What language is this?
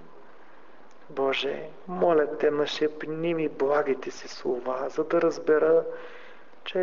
Bulgarian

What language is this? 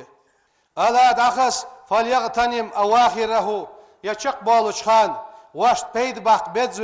Ingush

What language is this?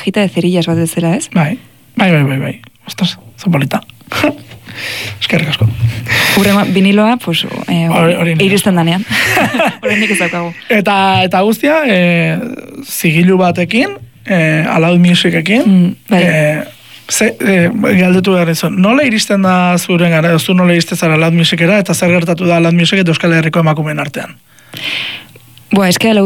Basque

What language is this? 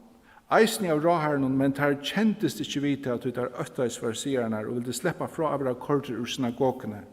Faroese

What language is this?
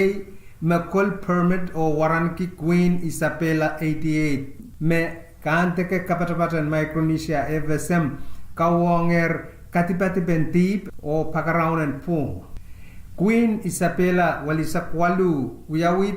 Pohnpeian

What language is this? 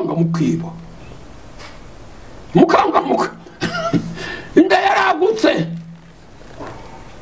Kinyarwanda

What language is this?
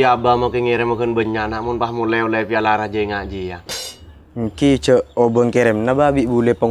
Madurese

